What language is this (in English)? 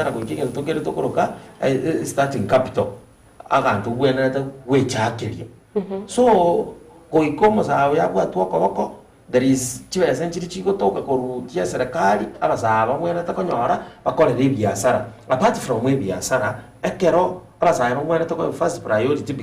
Gusii